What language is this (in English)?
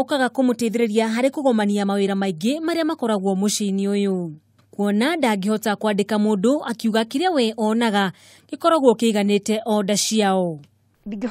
Kikuyu